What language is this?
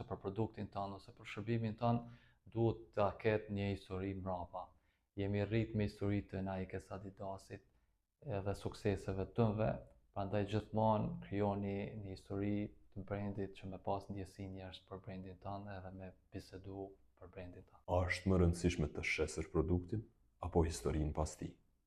Albanian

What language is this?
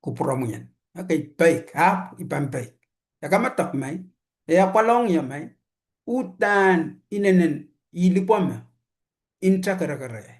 Pohnpeian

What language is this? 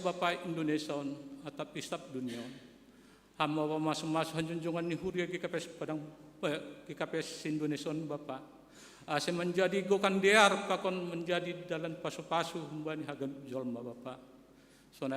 Batak Simalungun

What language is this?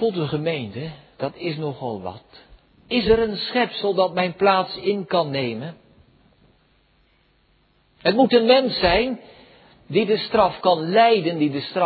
Dutch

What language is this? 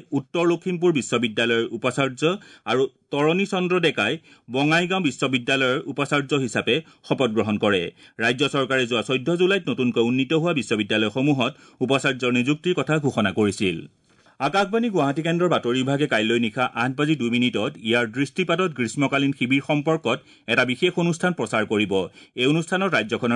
Assamese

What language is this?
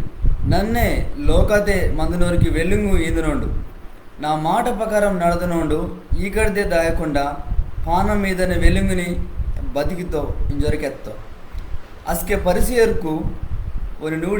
Koya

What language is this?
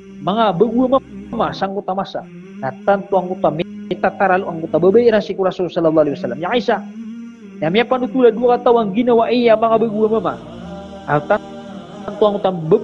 Maranao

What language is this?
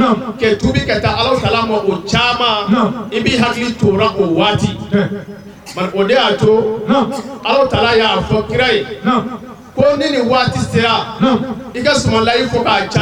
Bambara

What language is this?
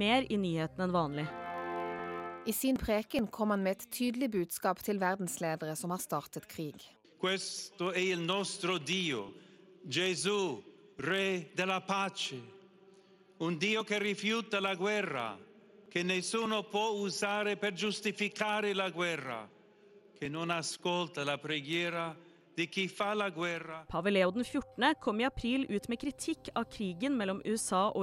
Norwegian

